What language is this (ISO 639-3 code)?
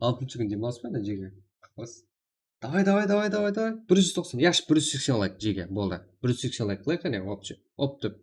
kaa